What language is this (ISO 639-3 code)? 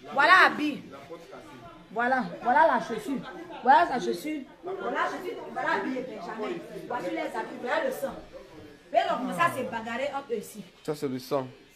fra